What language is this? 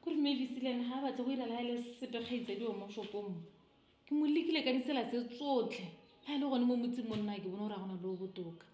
Tswana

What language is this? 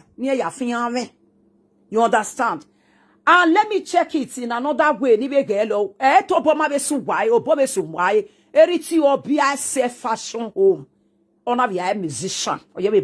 Nigerian Pidgin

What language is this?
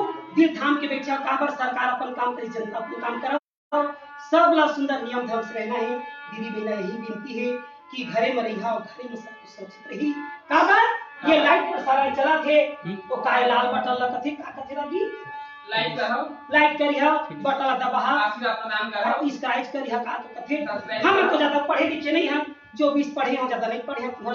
Chhattisgarhi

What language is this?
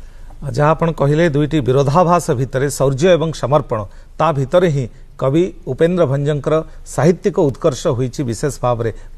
Odia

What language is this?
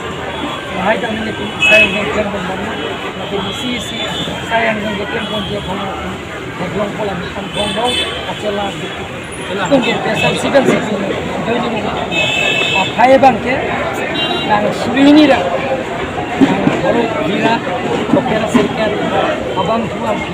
Karbi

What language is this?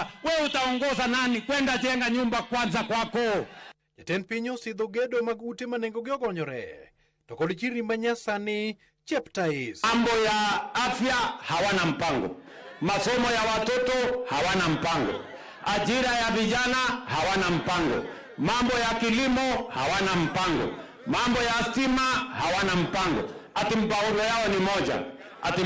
Luo (Kenya and Tanzania)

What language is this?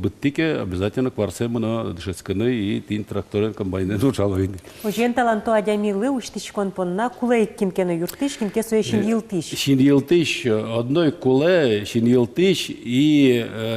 Udmurt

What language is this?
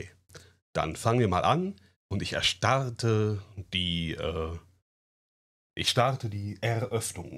German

